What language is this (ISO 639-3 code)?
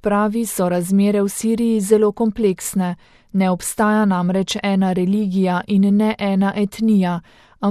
slv